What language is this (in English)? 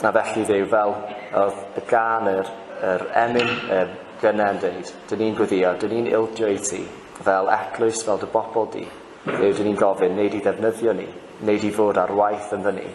Welsh